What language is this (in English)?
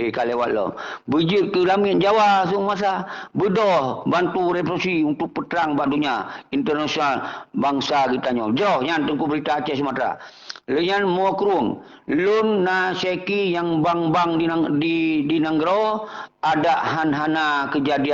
Achinese